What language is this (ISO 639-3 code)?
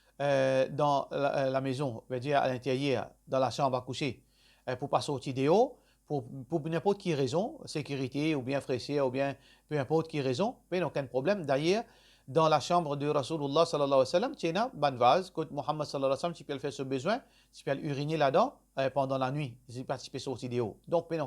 mfe